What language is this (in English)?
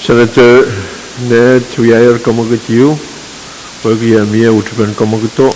Pohnpeian